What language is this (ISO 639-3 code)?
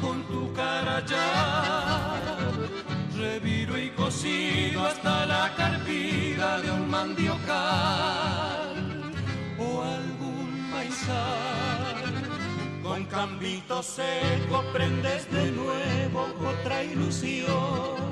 grn